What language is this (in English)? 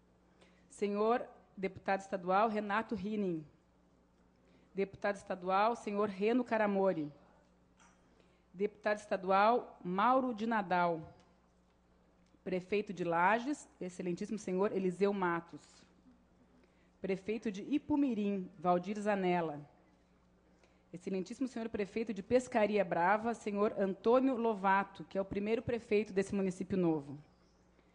Portuguese